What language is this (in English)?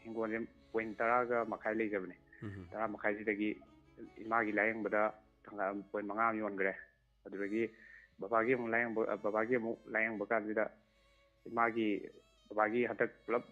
Manipuri